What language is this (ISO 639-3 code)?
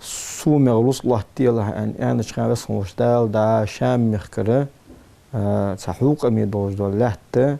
inh